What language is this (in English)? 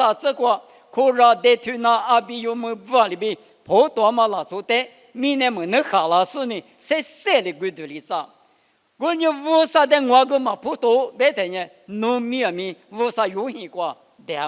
Lisu